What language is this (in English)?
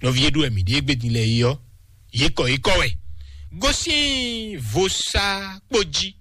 Fon